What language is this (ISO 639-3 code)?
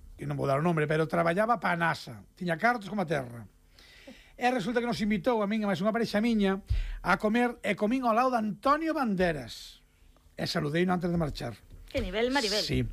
glg